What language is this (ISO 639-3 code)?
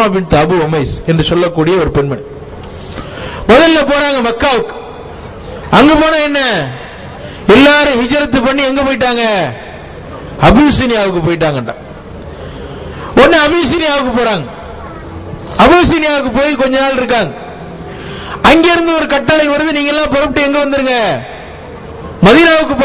tam